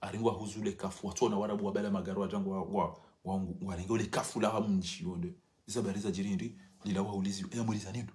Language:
Ngazidja Comorian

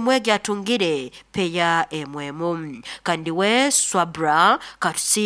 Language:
Nyoro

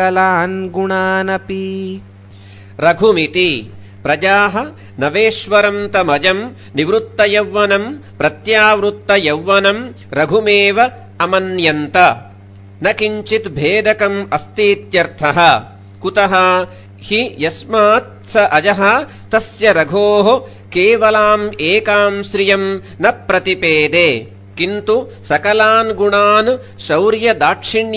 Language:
Sanskrit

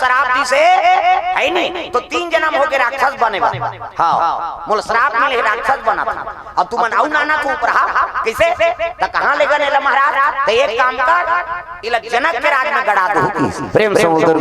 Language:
Chhattisgarhi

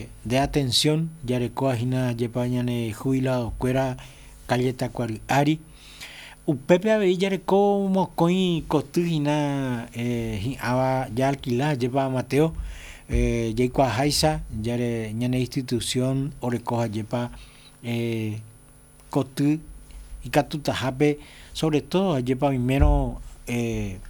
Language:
Guarani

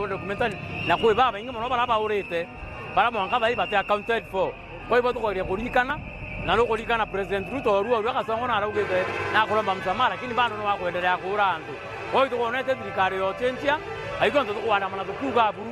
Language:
Meru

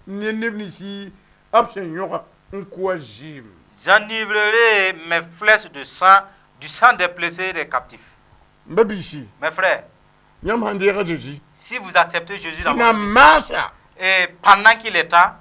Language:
Mossi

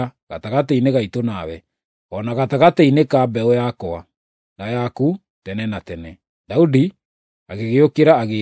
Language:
Kikuyu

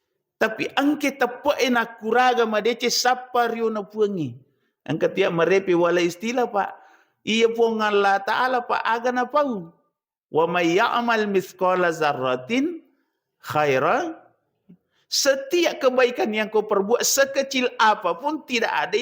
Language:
Buginese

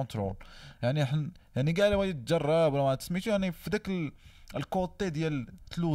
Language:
Moroccan Arabic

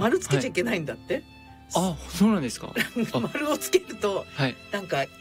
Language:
Japanese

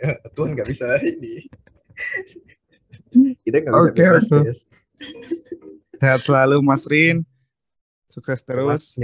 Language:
Indonesian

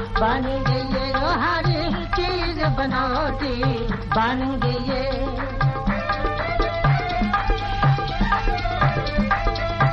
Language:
Punjabi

